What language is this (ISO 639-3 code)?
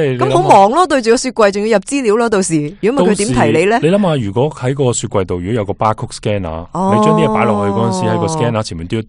yue